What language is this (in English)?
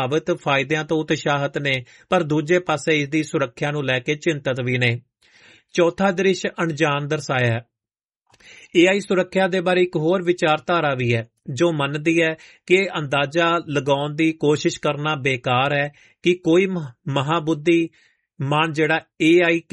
Punjabi